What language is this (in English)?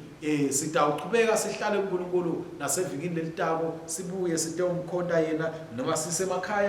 Swati